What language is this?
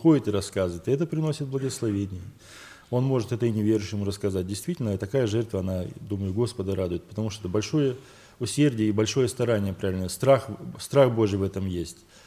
Russian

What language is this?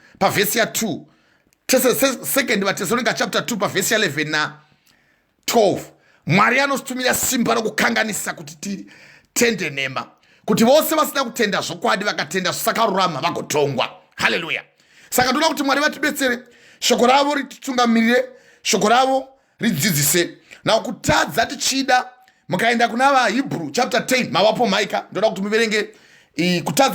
Shona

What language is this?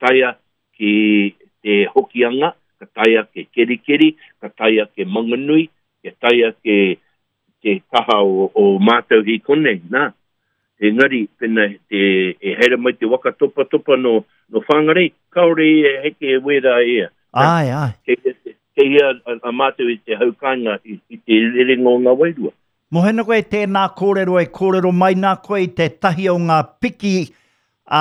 Māori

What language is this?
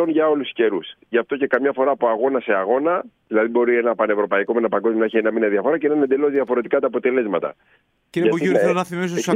Greek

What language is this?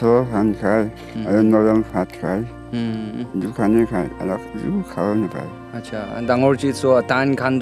Naga Pidgin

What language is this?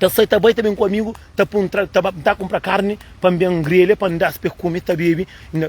Kabuverdianu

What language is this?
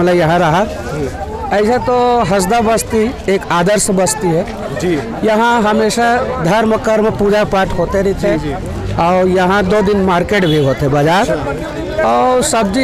Chhattisgarhi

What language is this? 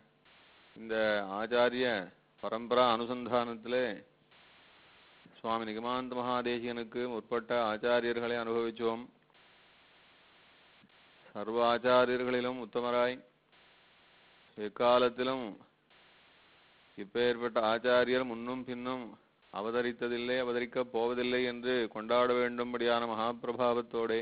Tamil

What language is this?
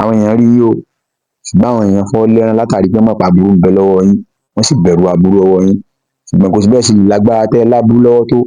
Yoruba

